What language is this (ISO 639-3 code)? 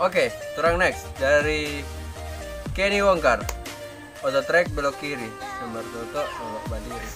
xmm